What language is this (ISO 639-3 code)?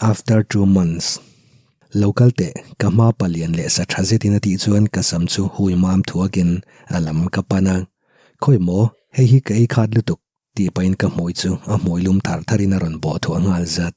lus